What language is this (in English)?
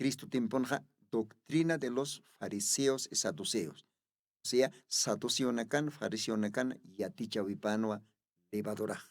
Aymara